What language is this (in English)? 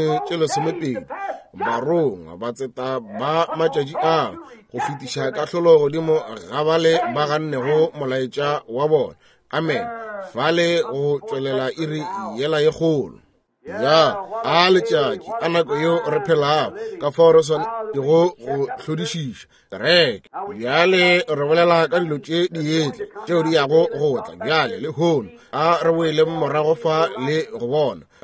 Northern Sotho